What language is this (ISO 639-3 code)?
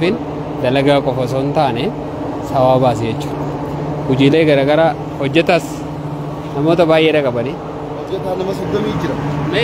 orm